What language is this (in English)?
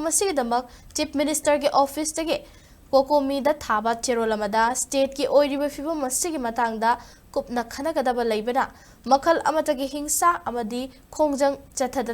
Manipuri